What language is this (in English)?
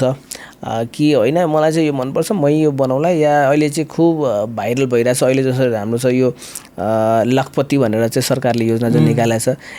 Nepali